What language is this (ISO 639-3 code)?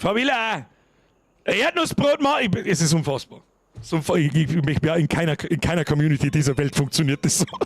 bar